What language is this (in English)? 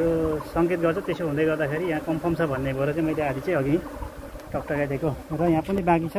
Nepali